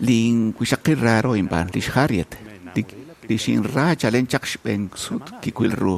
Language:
Kekchí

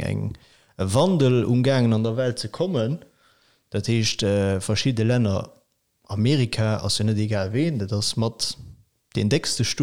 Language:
Luxembourgish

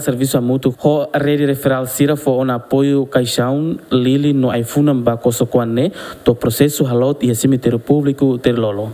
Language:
Tetum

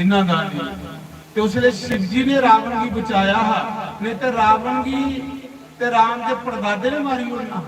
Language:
Dogri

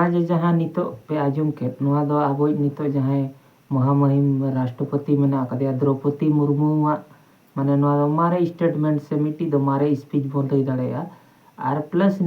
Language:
Santali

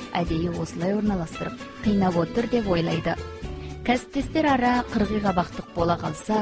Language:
Kazakh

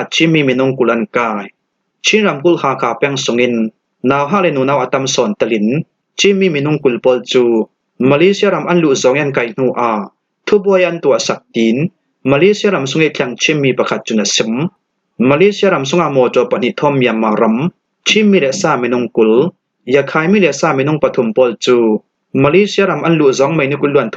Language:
Falam Chin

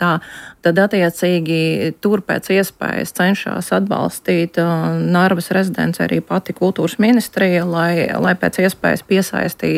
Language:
Latvian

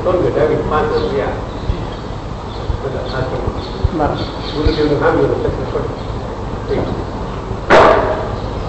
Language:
Gujarati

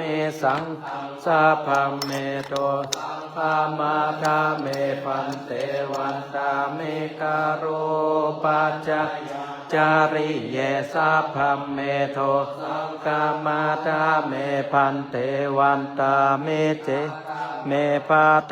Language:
Pali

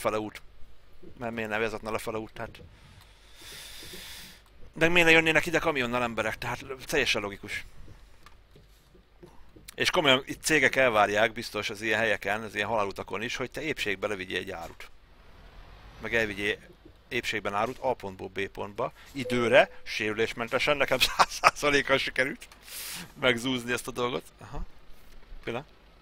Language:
Hungarian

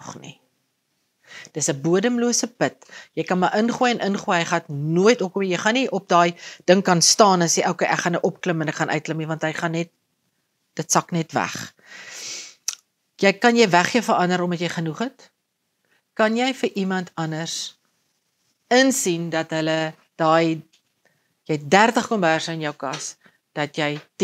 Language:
Afrikaans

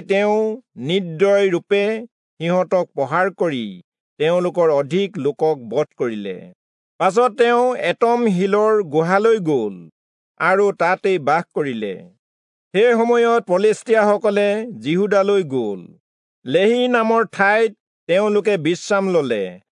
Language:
Assamese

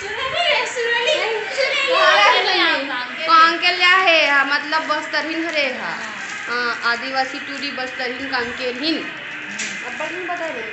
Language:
Chhattisgarhi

